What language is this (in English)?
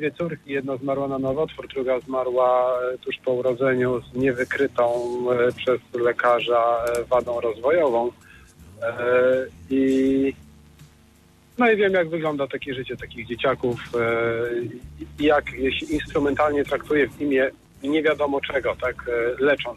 Polish